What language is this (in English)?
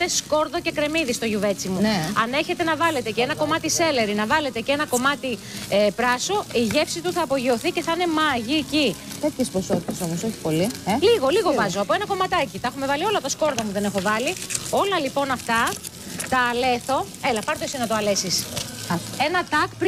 Greek